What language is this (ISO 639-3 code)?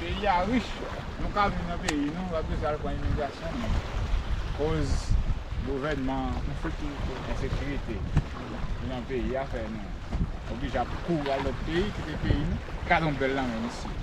hat